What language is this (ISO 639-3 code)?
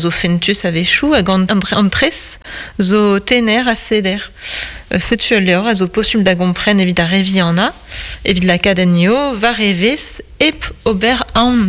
bre